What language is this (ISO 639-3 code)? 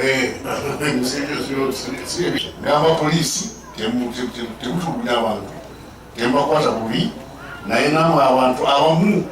lug